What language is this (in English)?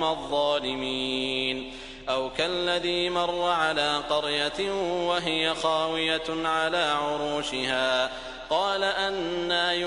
Arabic